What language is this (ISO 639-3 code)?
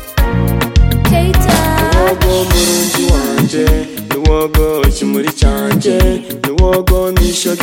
kin